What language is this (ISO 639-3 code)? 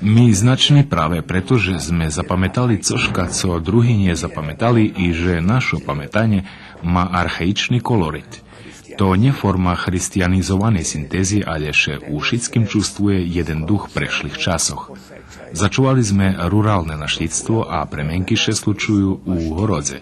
rue